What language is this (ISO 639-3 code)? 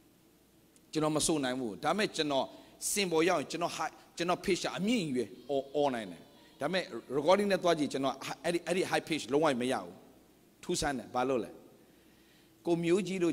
mya